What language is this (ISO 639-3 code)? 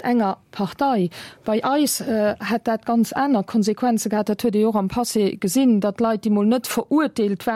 ltz